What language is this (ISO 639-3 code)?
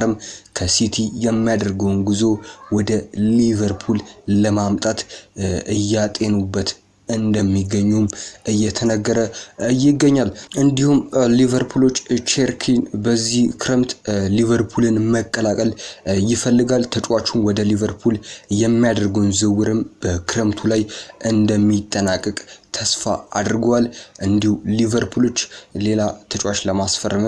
amh